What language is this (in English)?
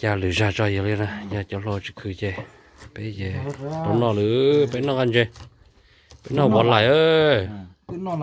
Hmong